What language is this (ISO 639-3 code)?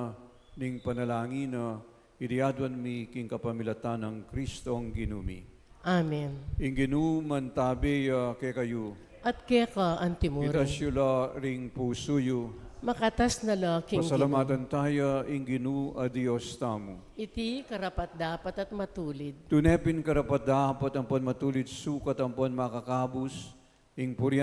pam